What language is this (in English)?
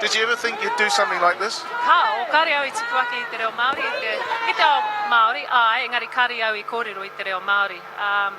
Māori